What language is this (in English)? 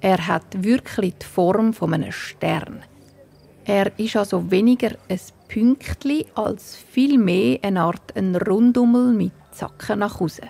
Swiss German